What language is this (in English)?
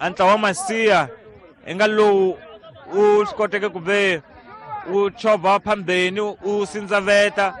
Tsonga